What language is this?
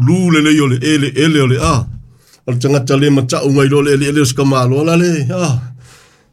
Samoan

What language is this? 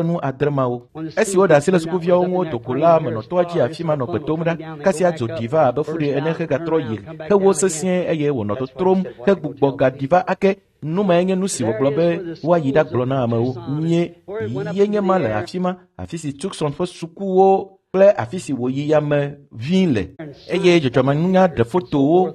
Ewe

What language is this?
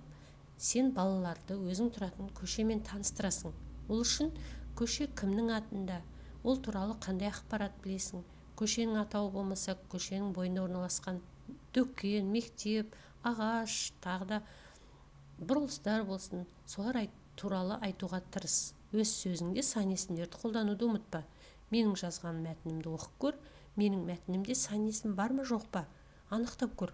Kazakh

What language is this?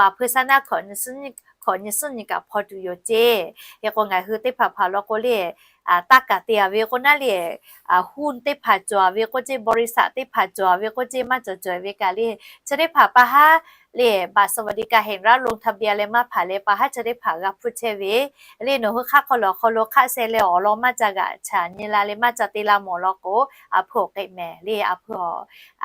Lahu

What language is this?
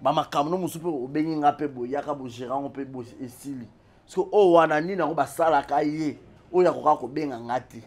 Lingala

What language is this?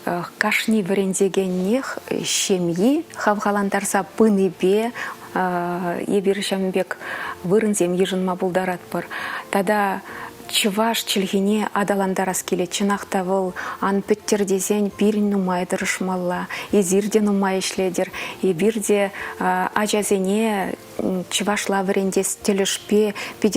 Chuvash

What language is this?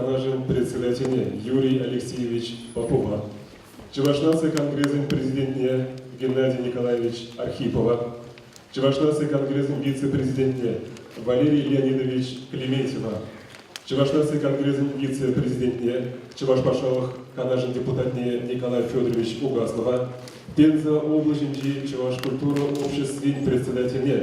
Chuvash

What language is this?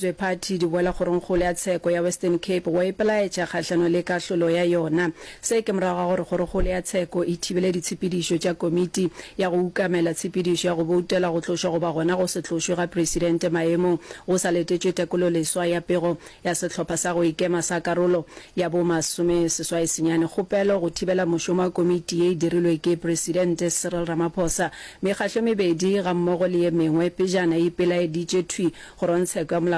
Northern Sotho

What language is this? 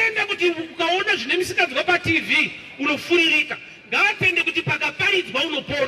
Shona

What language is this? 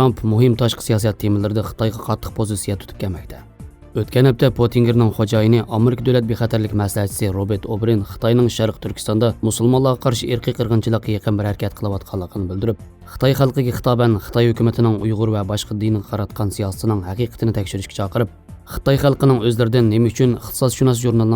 Uyghur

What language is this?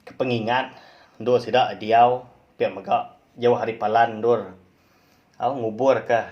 Iban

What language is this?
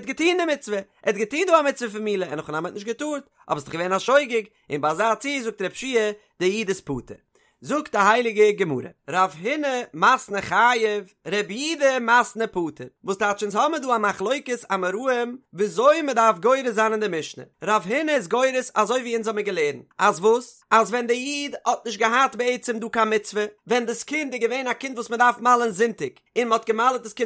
Yiddish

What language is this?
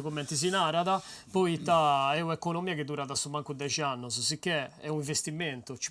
Sardinian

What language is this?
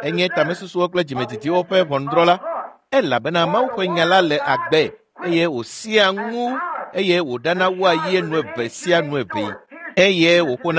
Ewe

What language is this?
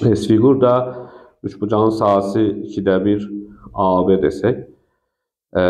Azerbaijani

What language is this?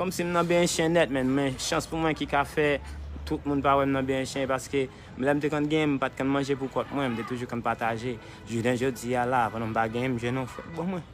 Haitian Creole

